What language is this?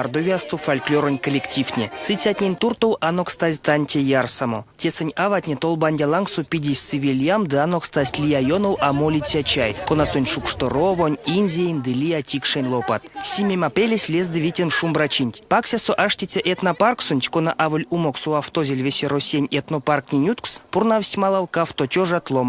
Erzya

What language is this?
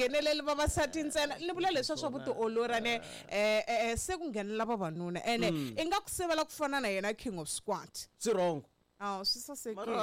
Tsonga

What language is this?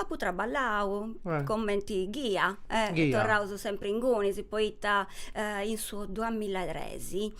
Sardinian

